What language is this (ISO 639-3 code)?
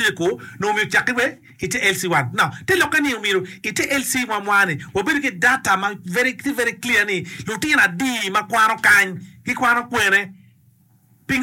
ach